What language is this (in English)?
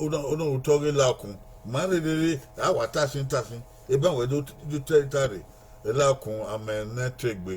Bini